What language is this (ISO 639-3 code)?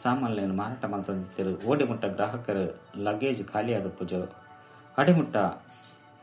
tcy